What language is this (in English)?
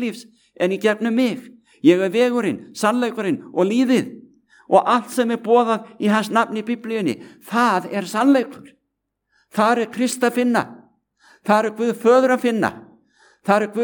Icelandic